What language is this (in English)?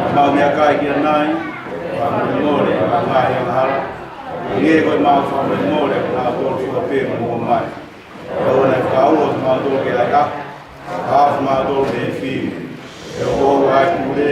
Tongan